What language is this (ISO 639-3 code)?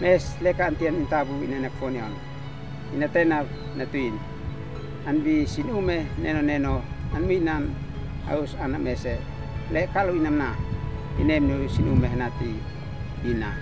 aoz